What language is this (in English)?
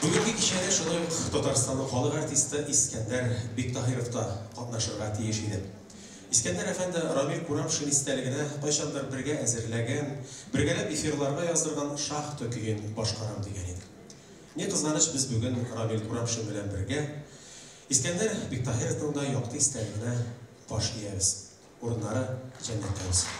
Tatar